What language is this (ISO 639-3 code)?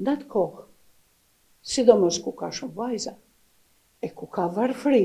sqi